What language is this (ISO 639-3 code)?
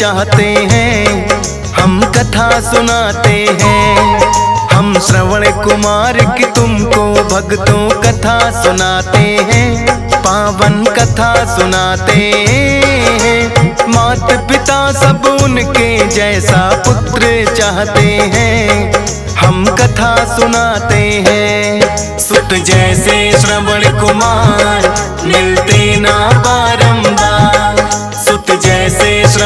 hin